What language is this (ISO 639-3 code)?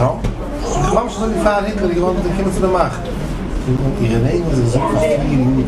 yid